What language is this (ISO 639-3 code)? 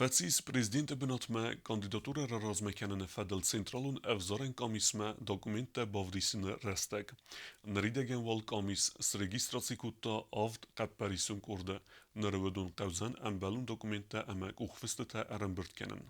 oss